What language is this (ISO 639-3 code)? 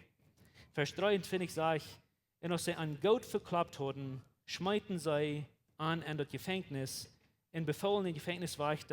pdt